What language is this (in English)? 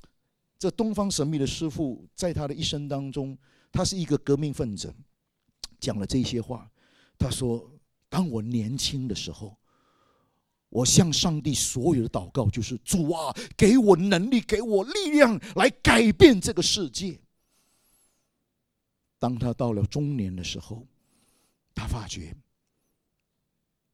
Chinese